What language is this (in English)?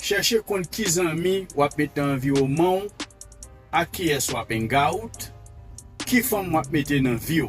Haitian Creole